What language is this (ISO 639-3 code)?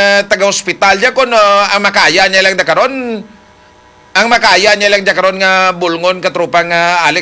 hil